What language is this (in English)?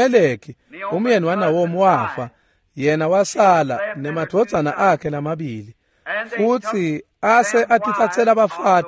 Swati